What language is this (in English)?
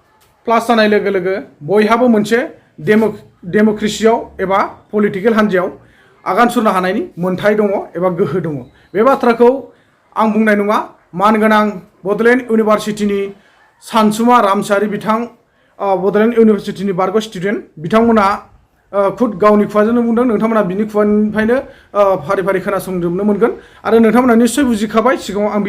Bodo